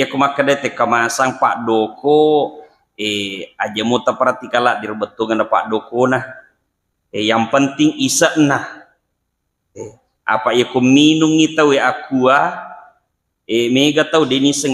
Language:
Buginese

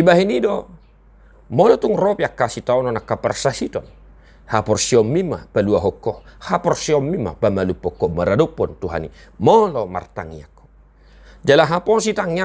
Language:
Batak Toba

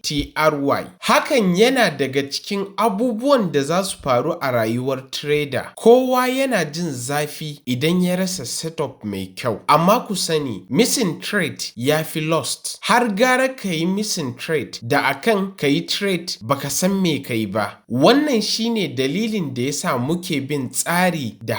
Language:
Hausa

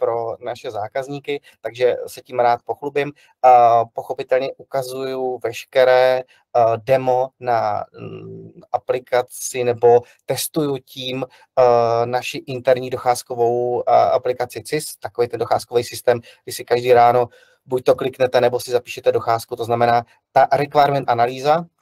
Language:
Czech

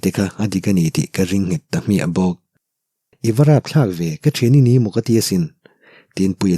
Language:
Mizo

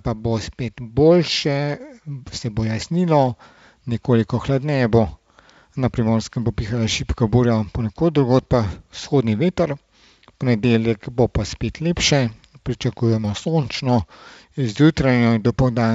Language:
Slovenian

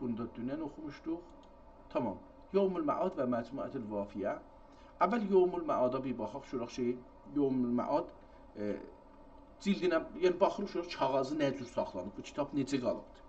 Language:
South Azerbaijani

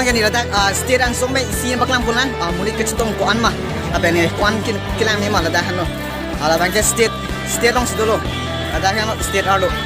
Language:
Karbi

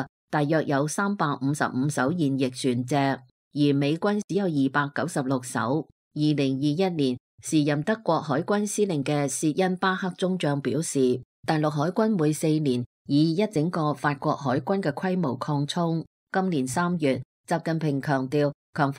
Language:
Cantonese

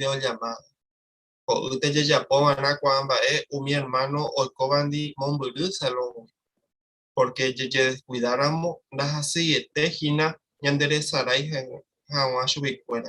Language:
Guarani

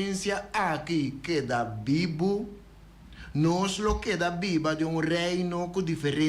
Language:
Papiamento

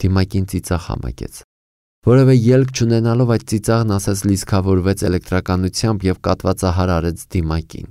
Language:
Armenian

